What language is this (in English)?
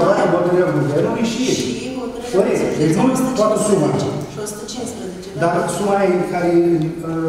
Romanian